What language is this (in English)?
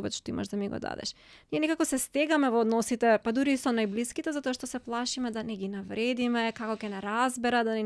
Macedonian